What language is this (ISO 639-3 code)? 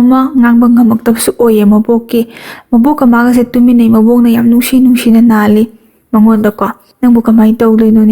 mni